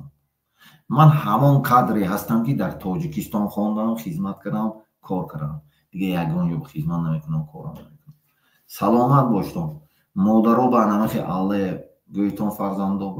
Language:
Tajik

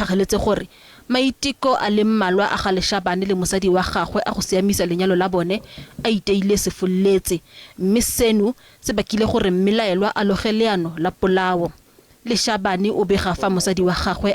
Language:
Tswana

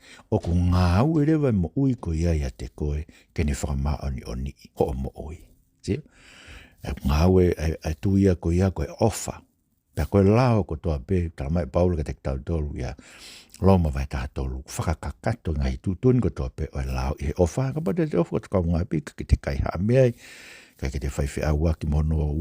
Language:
Tongan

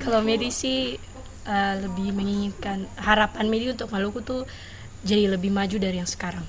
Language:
Ambonese Malay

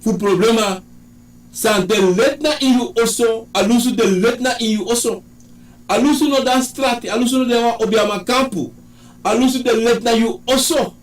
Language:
Sranan Tongo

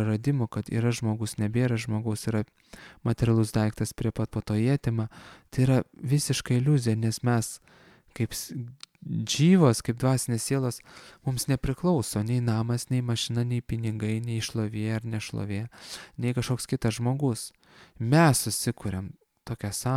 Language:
Lithuanian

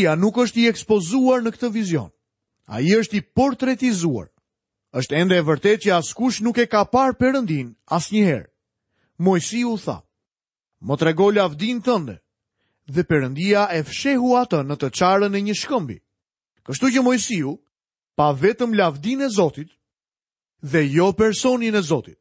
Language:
Albanian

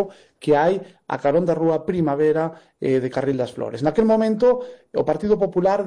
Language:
Galician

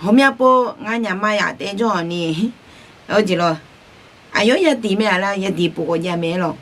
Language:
Akha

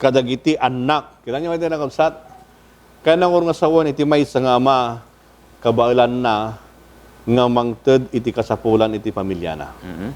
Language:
Iloko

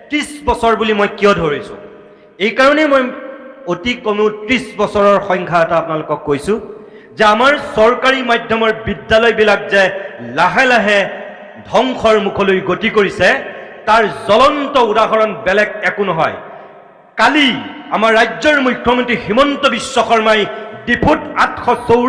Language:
Assamese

